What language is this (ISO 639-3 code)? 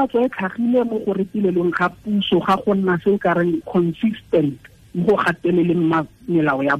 tsn